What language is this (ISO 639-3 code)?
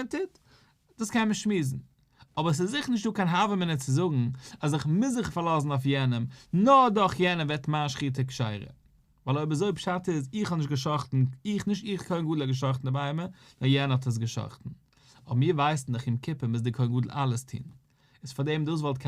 yid